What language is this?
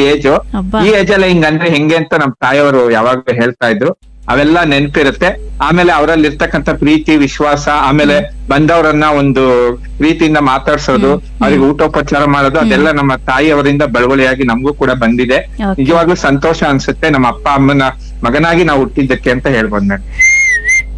Kannada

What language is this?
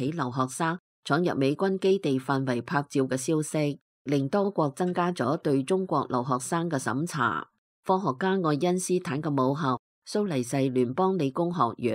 Cantonese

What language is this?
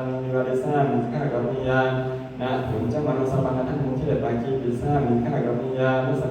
Pali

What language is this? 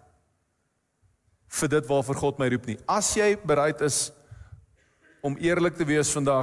Afrikaans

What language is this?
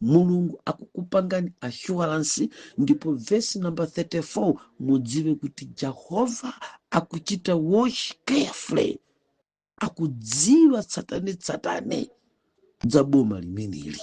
Nyanja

